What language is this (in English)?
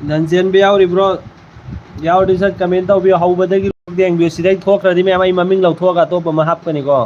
Manipuri